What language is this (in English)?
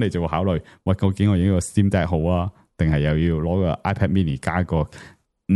Cantonese